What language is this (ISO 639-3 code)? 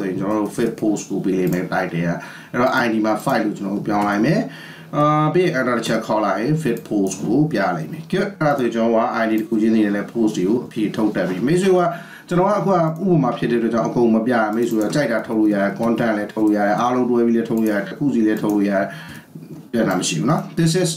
mya